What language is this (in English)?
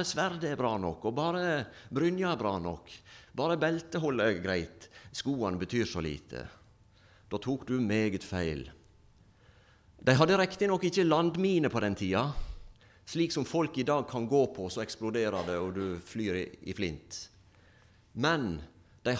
Norwegian